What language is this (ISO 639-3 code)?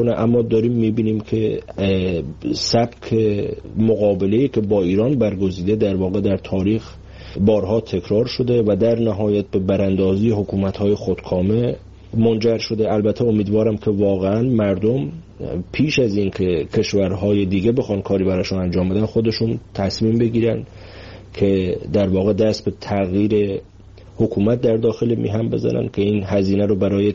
fas